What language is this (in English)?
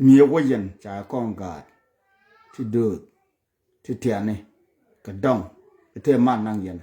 Nuer